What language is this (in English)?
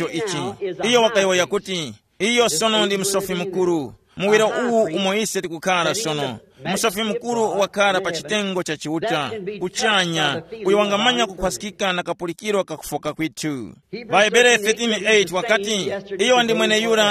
Tumbuka